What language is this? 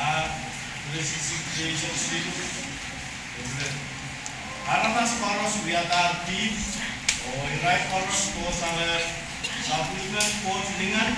Pohnpeian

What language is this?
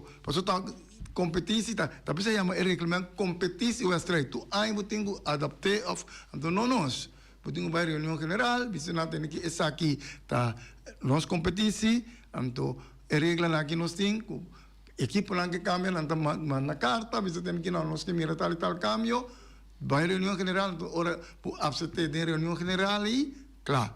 Papiamento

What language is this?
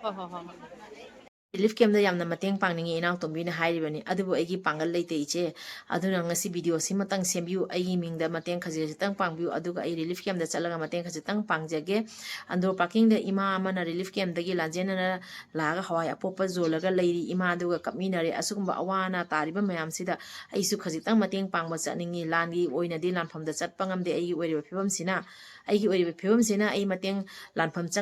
Manipuri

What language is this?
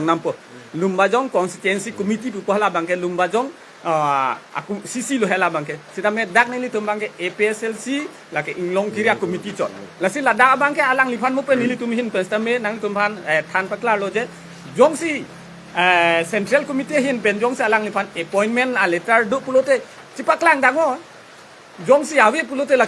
Karbi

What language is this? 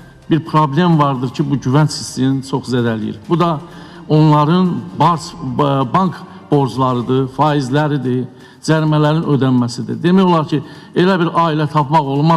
Azerbaijani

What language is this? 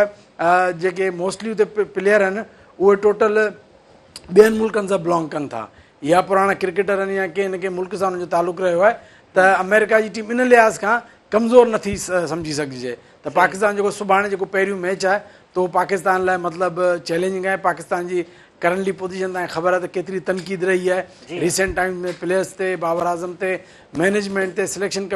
Sindhi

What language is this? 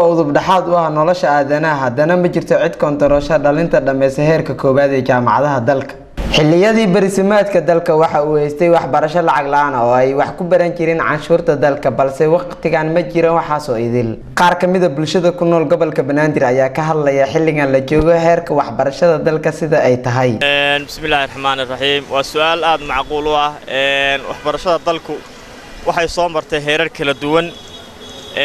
Somali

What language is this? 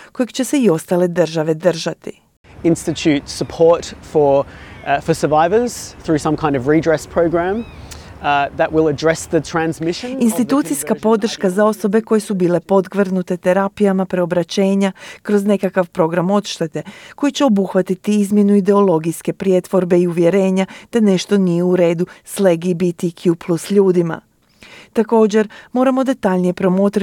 Croatian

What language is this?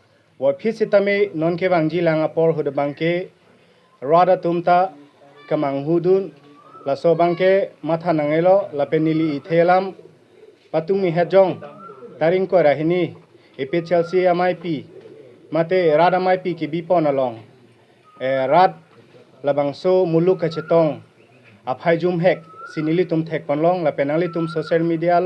Karbi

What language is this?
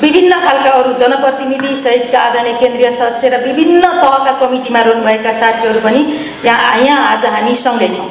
Nepali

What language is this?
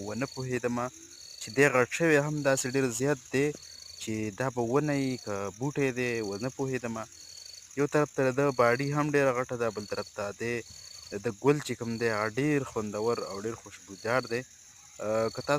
Pashto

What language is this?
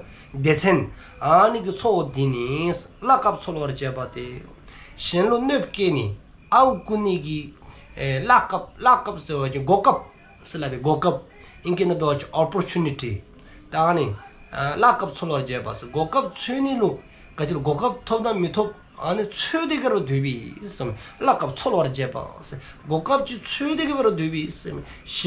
Dzongkha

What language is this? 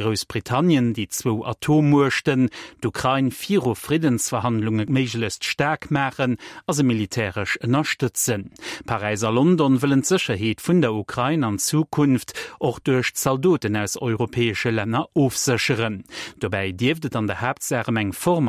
Luxembourgish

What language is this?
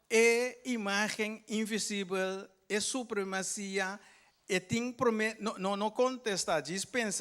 Papiamento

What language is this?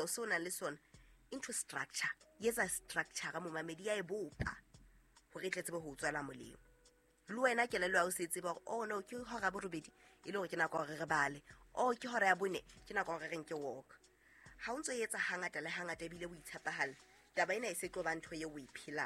Southern Sotho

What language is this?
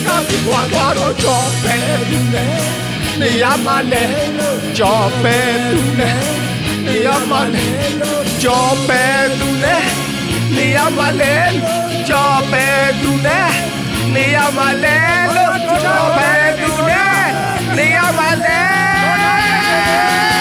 Burmese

